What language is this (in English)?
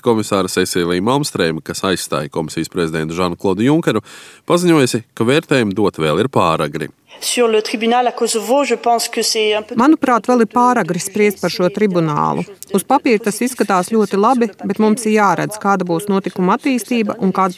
Latvian